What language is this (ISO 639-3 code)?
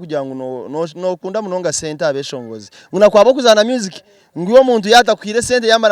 nyn